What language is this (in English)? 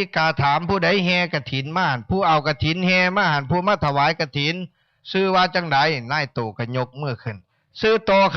Northeastern Thai